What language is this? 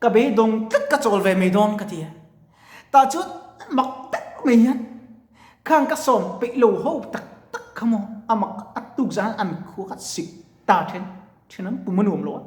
Mizo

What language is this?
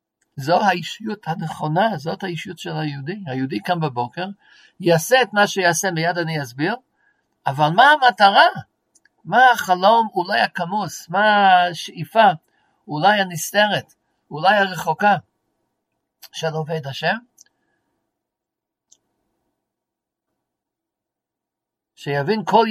Hebrew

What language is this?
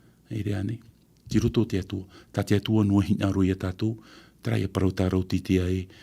Tahitian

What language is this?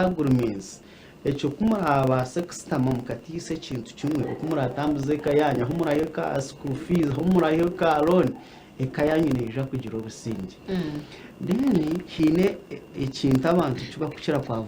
Nyankole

